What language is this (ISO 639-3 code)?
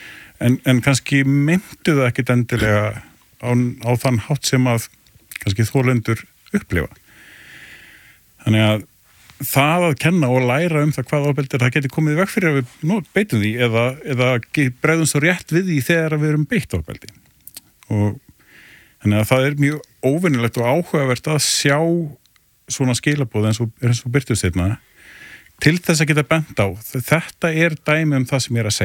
isl